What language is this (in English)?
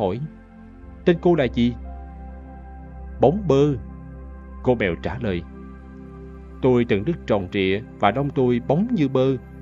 Vietnamese